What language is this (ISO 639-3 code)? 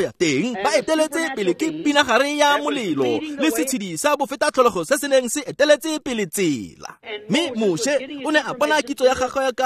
tsn